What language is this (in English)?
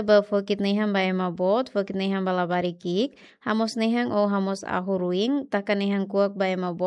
Tetum